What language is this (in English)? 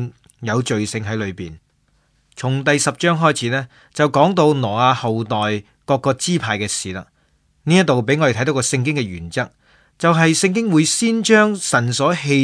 Cantonese